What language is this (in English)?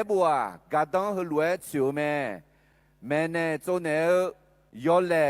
Akha